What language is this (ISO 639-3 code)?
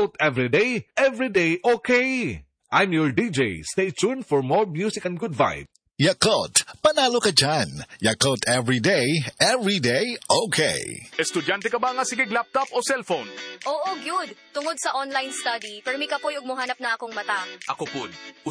ceb